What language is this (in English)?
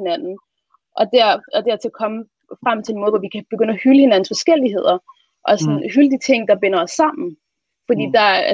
Danish